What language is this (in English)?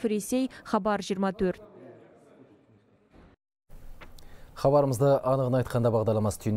Kazakh